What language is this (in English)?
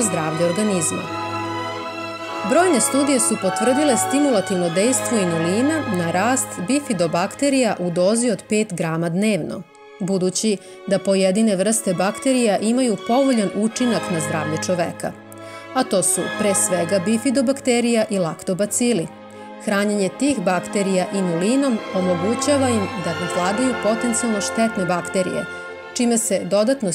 Serbian